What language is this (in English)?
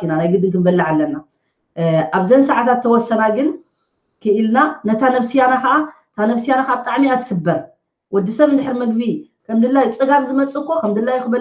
Tigrinya